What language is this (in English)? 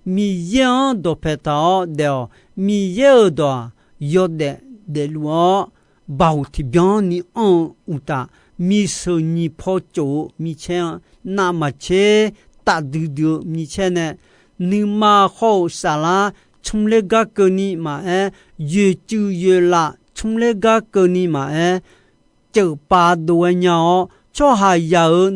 Akha